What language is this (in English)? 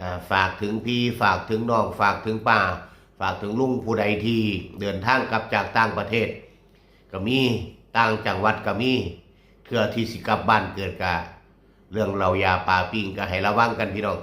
Northeastern Thai